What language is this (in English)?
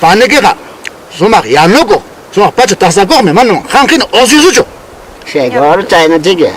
Ayacucho Quechua